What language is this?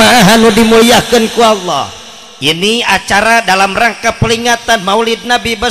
Sundanese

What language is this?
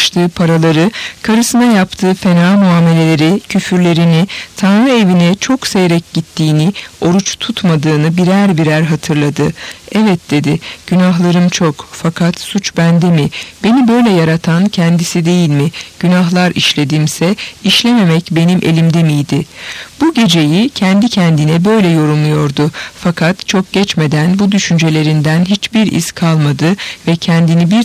Turkish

